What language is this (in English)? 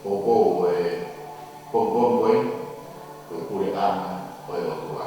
Tongan